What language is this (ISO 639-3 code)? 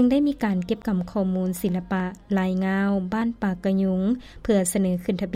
lao